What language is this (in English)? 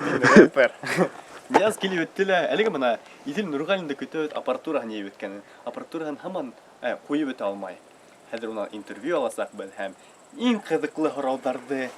Bashkir